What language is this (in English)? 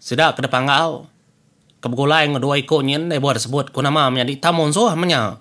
Iban